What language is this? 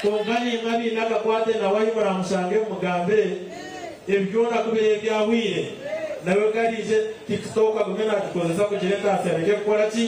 Nyankole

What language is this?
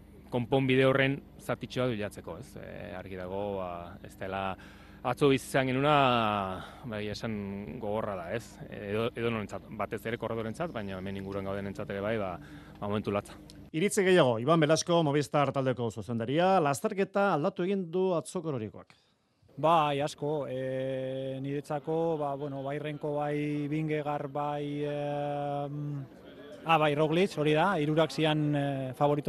Basque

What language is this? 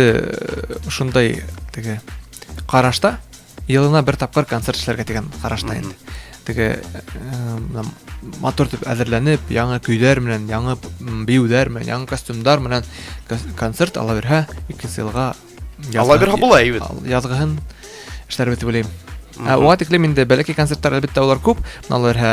Bashkir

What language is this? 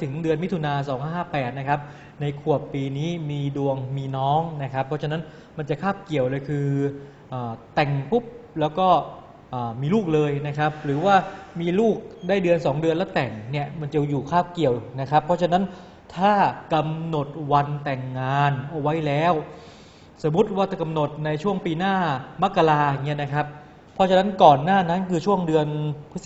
Thai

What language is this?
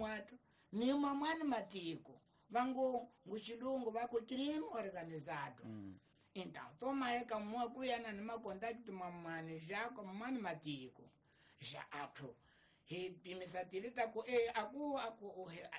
Tsonga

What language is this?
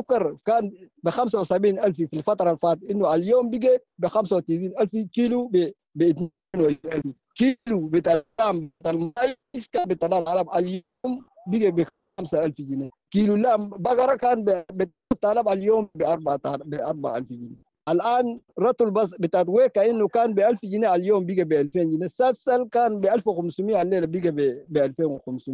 Sudanese Arabic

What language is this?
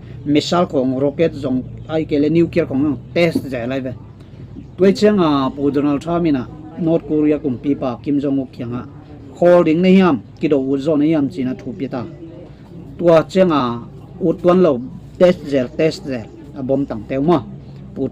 Tedim Chin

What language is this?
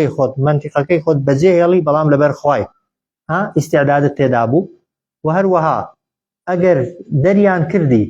Central Kurdish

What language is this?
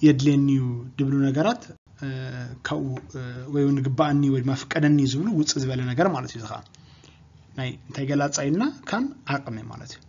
Tigrinya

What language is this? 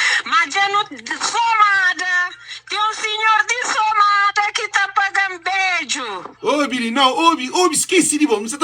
Kabuverdianu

